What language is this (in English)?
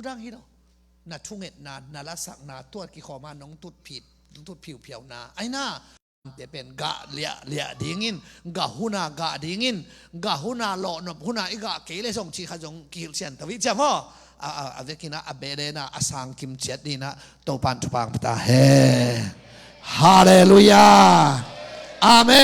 Tedim Chin